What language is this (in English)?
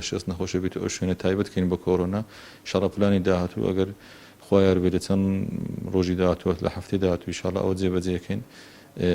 Central Kurdish